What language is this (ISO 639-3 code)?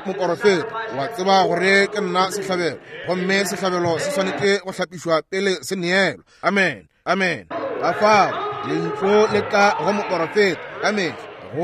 nso